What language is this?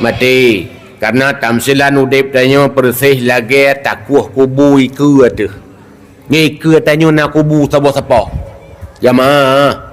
Achinese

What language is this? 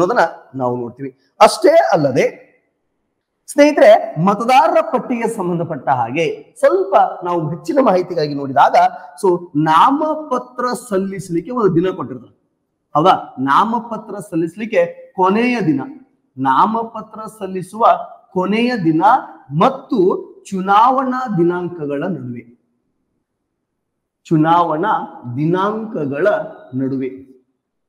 Kannada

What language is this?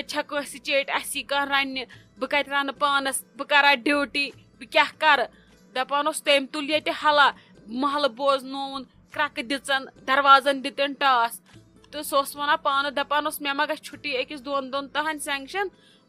Kashmiri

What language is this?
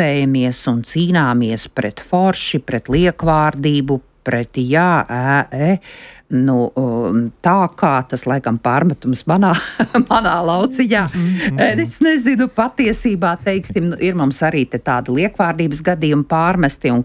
Latvian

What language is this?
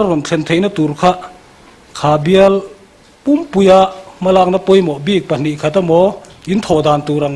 Mizo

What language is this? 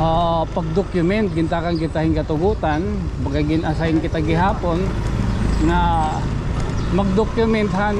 Waray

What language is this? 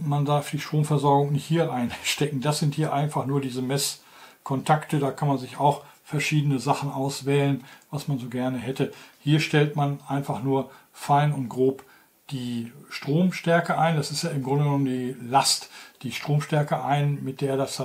German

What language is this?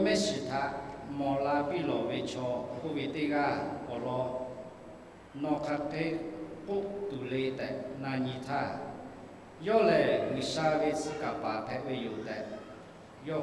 Lahu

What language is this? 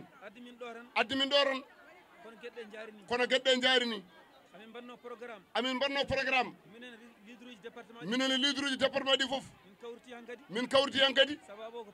Fula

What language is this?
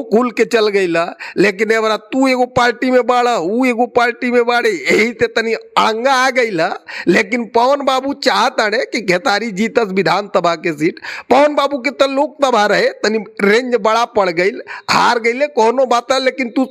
Bhojpuri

